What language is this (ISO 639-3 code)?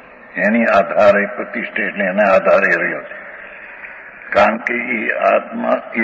guj